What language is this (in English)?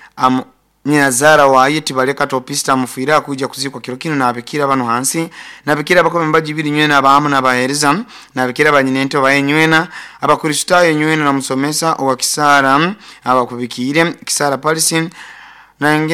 Nyoro